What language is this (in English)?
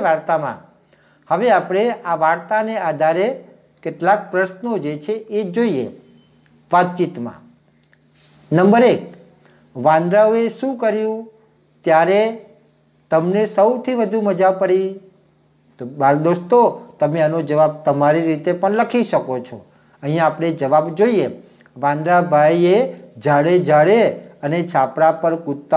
Gujarati